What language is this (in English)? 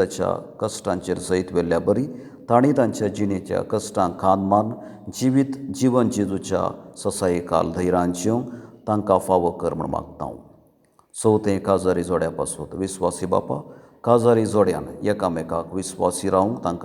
Konkani